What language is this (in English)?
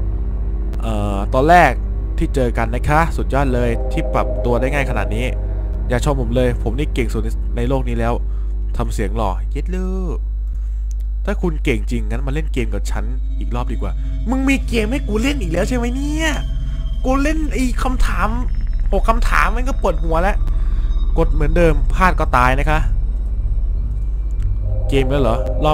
Thai